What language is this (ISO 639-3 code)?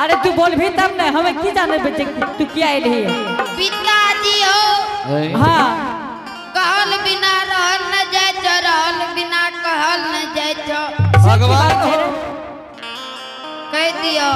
anp